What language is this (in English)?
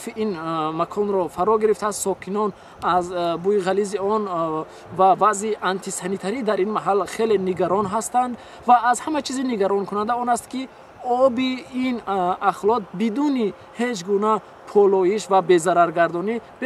Tajik